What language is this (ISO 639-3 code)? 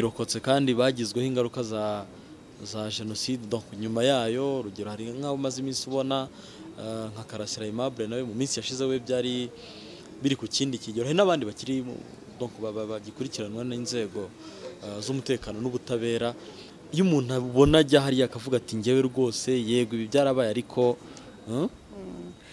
kin